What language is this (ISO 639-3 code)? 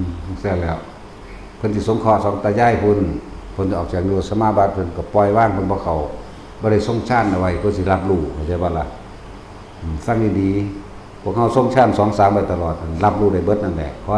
tts